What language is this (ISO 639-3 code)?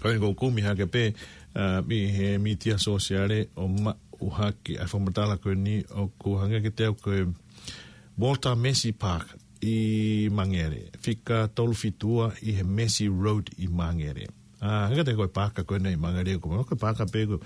ton